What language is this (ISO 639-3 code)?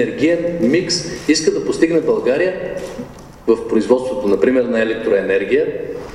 bul